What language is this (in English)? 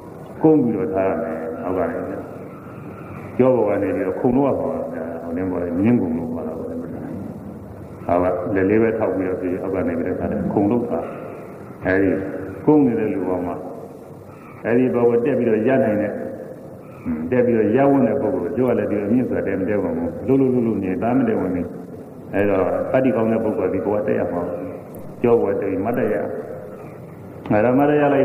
Burmese